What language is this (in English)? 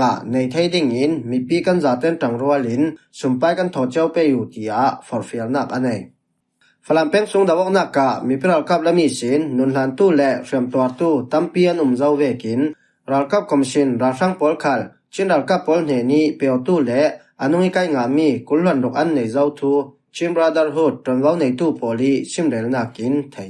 Falam Chin